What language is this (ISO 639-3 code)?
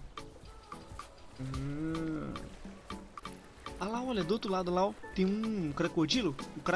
por